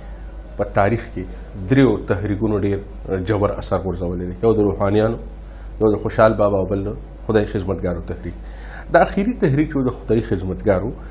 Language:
Pashto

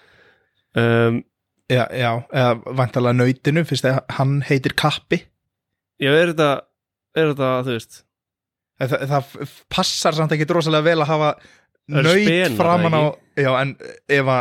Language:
Icelandic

